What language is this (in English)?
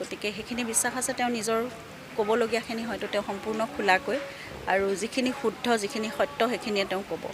Assamese